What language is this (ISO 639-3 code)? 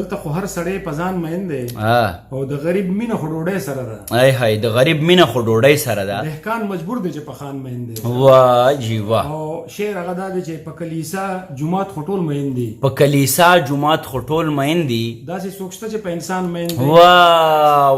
pus